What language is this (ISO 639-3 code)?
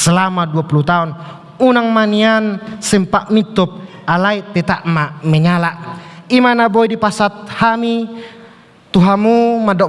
bbc